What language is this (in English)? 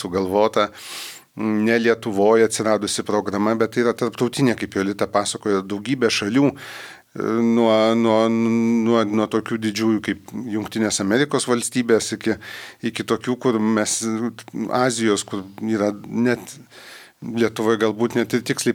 Lithuanian